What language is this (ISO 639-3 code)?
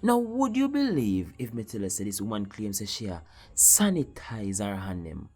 jam